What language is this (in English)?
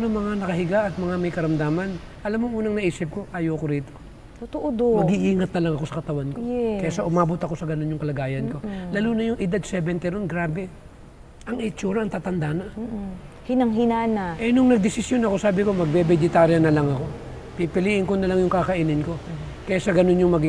Filipino